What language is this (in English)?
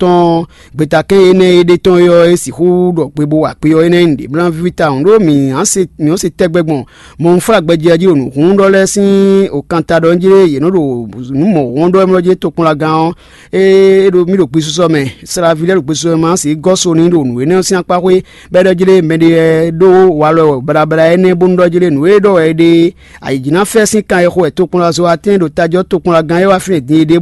Fon